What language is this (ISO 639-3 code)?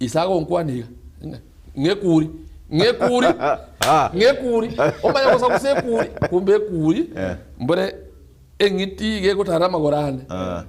guz